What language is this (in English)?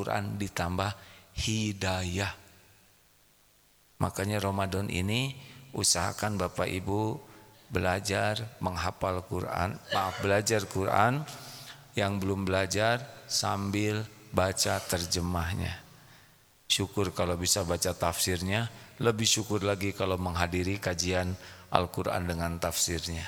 Indonesian